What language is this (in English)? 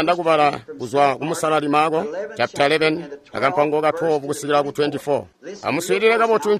Tonga (Zambia)